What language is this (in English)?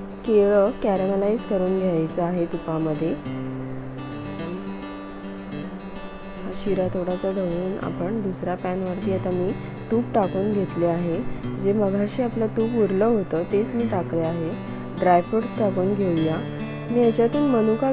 Marathi